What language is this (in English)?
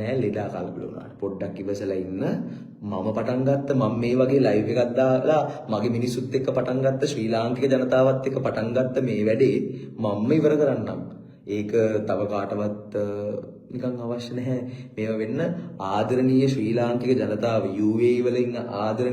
Sinhala